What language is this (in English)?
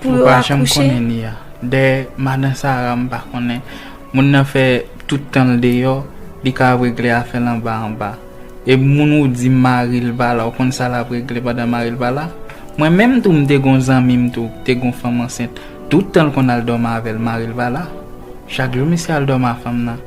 Haitian Creole